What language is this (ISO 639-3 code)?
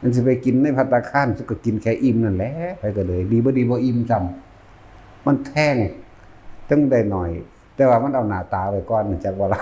tts